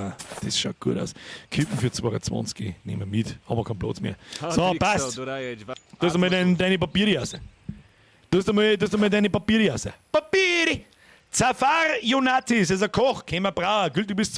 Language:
Bavarian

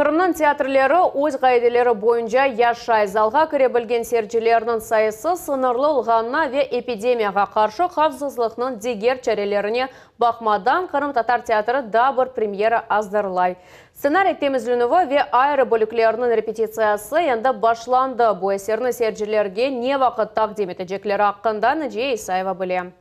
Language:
Crimean Tatar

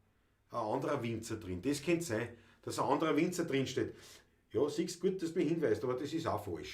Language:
Bavarian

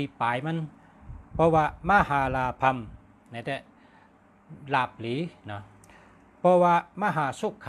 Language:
Shan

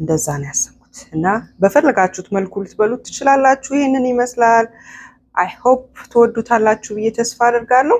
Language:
Amharic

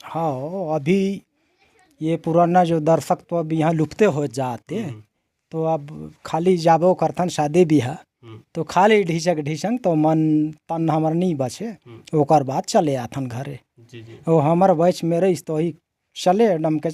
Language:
Chhattisgarhi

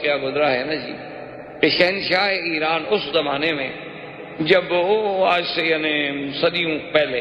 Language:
Urdu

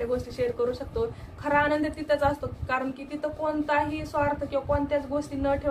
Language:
Marathi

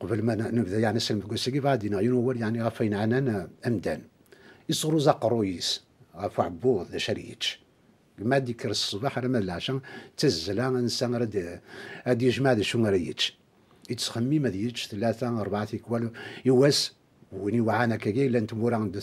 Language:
Kabyle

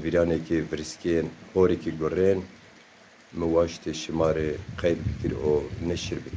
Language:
Zaza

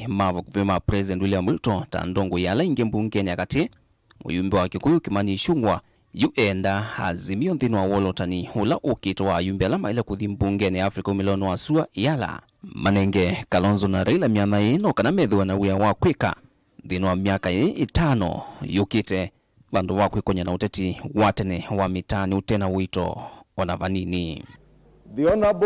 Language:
Kamba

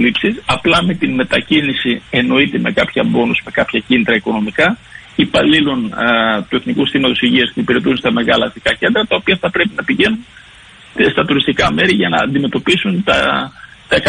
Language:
Greek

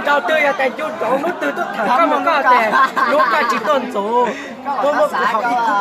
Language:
Hmong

